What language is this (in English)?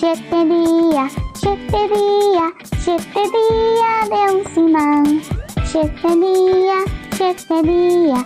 Papiamento